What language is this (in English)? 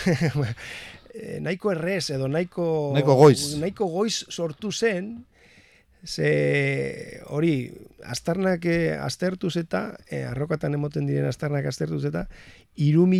Basque